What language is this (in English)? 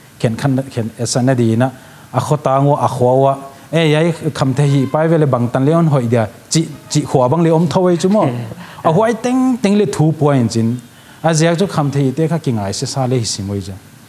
Paite Chin